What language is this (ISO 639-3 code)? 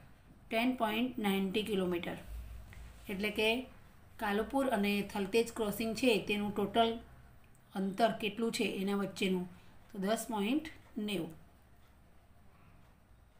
guj